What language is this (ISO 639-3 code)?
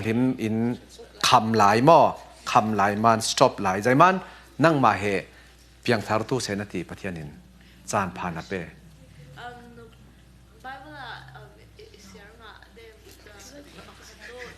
cfm